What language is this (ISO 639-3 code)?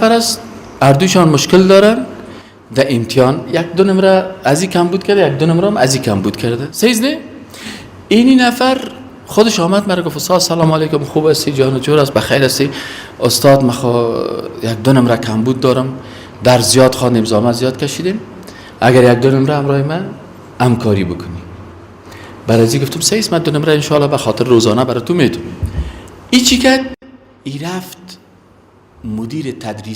fas